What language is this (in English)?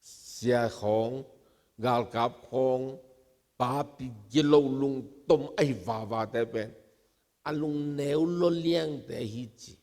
Tedim Chin